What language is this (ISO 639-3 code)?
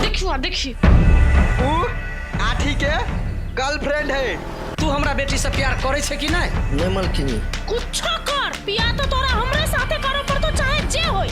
mai